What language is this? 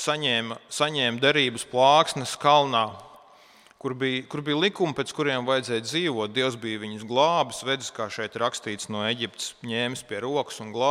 Latvian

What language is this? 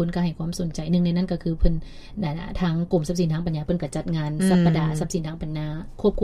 Lao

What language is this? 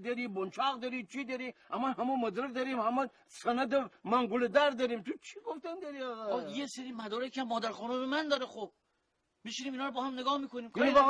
Gilaki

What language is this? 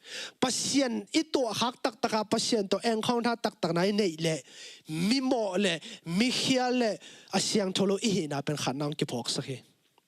Tedim Chin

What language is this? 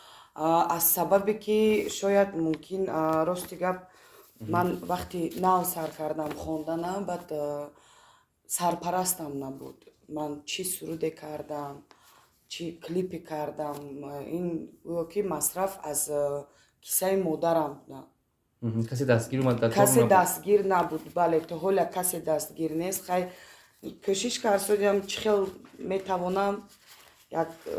Tajik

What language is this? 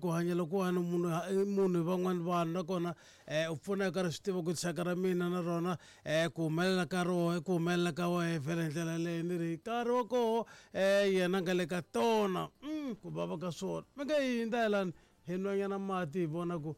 Tsonga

